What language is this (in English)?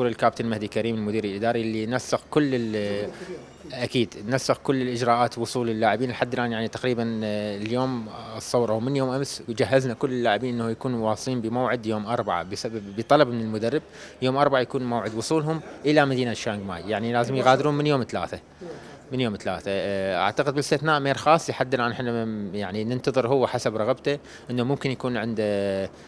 Mesopotamian Arabic